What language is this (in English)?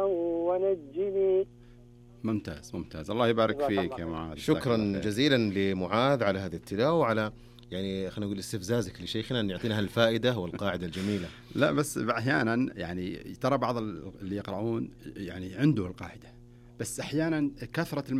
Najdi Arabic